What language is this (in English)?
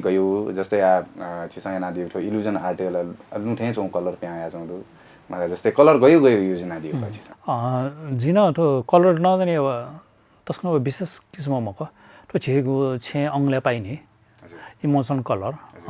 Newari